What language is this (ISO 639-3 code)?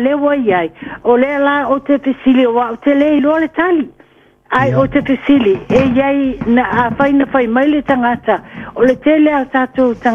smo